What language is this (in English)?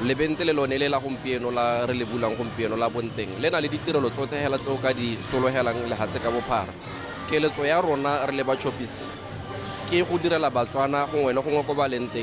Tswana